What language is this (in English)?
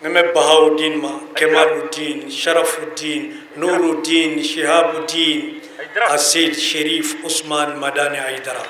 Bambara